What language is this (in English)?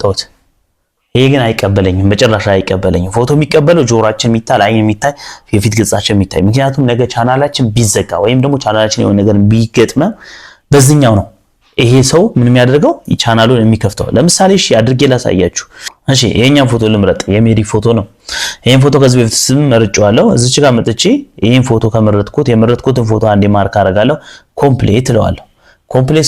Amharic